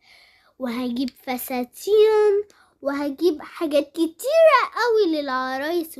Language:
Egyptian Arabic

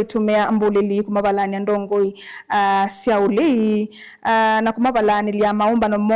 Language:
Kamba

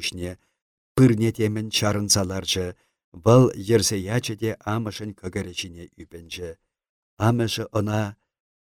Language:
Chuvash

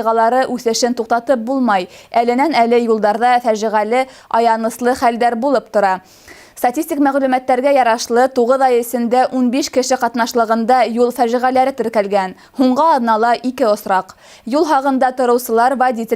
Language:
Bashkir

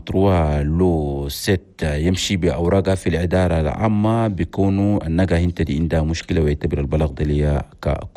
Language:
Chadian Arabic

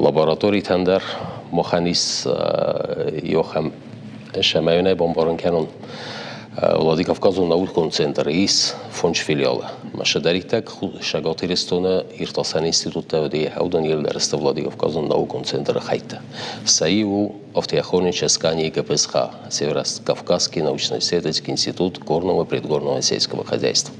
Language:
Ossetic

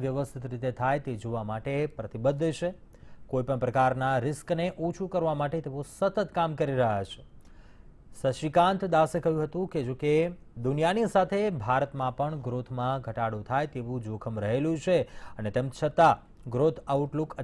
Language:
Gujarati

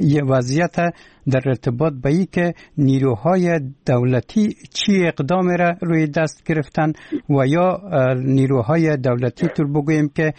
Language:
Persian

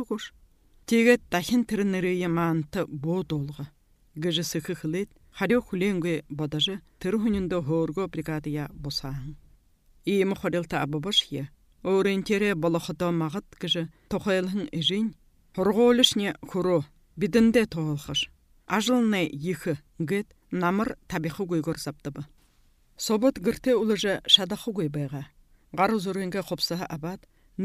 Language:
Buriat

